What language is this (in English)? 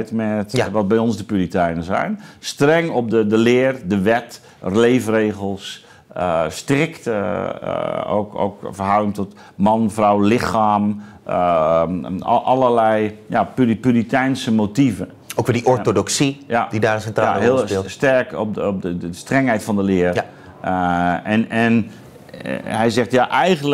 Dutch